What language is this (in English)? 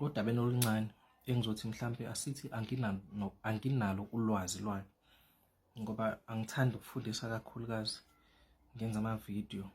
Zulu